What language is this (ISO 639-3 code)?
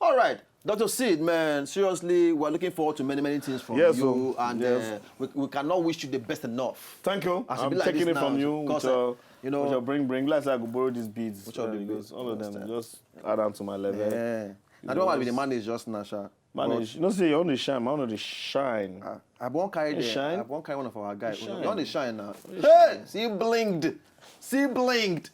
pcm